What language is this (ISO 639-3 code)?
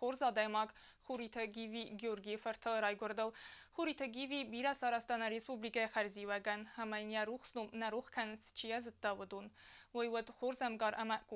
oss